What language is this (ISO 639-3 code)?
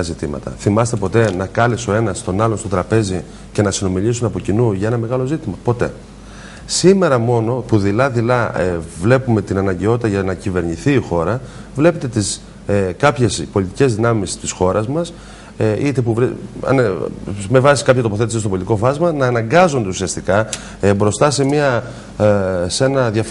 ell